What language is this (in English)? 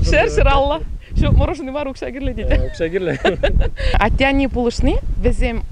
Chuvash